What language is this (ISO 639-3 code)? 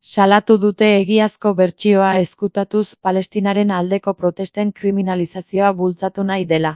eus